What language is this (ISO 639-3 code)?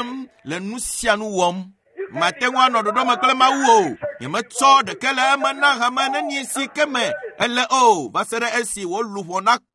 ewe